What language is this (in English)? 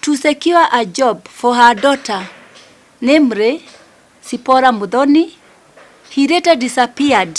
Kikuyu